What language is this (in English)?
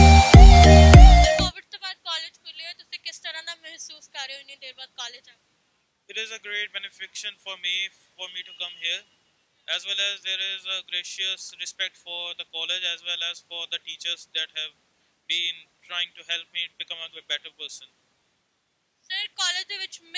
Punjabi